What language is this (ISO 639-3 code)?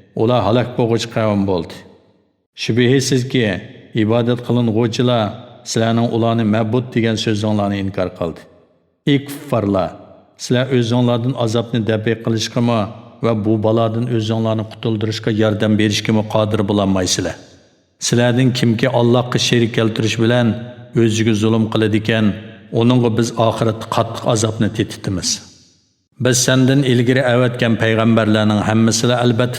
uig